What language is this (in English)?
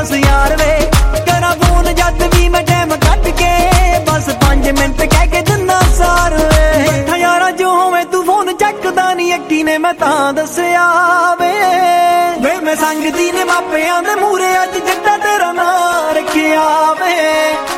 Punjabi